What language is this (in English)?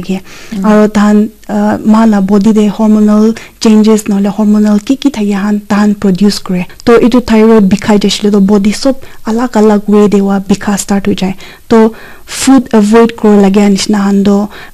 Naga Pidgin